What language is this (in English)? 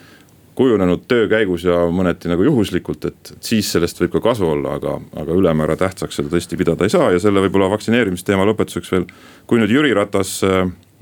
Estonian